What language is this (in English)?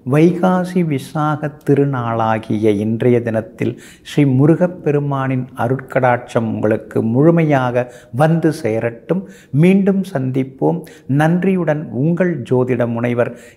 Tamil